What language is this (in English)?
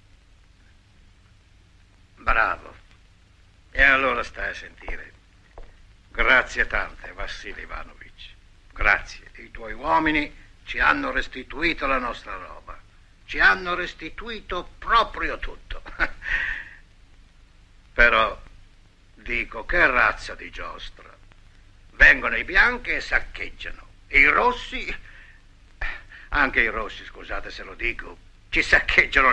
Italian